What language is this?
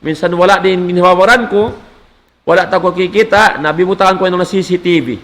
Tausug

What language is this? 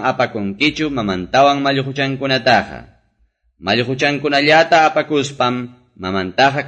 Quechua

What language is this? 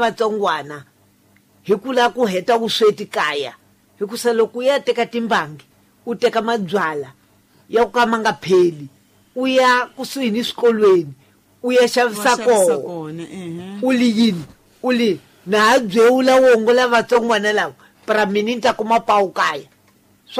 Tsonga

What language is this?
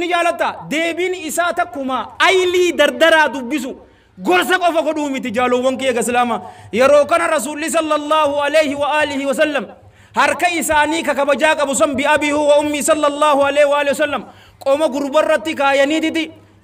Oromo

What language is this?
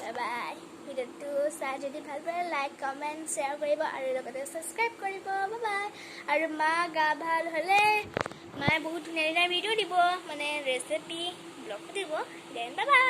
Assamese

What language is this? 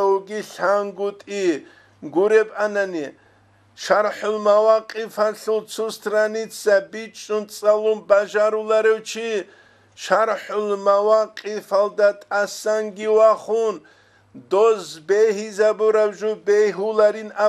Avaric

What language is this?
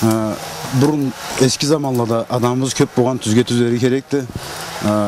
Karachay-Balkar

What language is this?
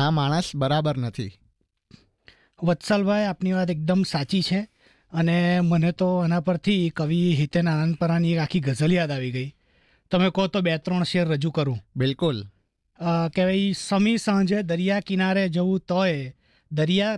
Gujarati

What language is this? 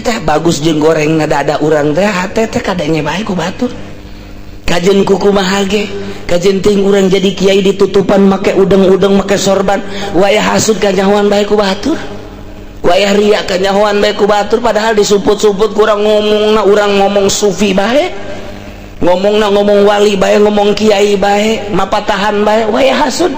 Sundanese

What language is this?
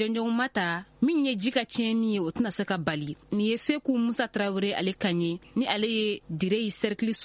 Bambara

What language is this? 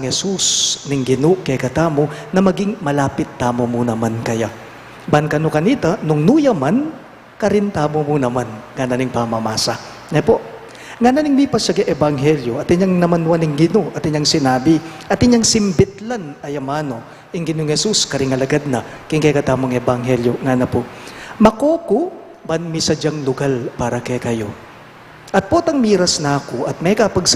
Pampanga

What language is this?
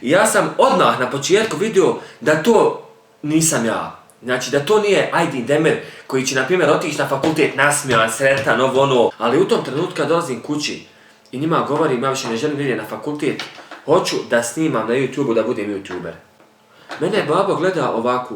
Bosnian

